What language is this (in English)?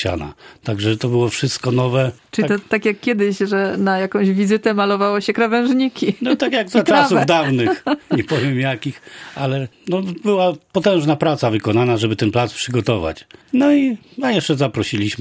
Polish